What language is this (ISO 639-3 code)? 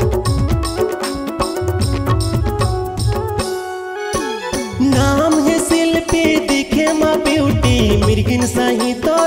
hne